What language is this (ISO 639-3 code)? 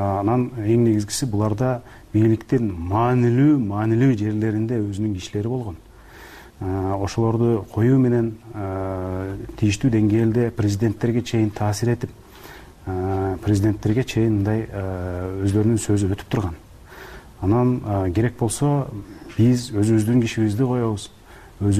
kir